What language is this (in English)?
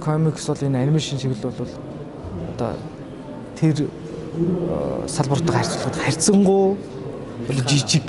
Mongolian